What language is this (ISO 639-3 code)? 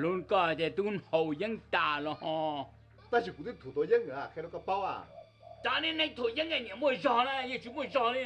hmn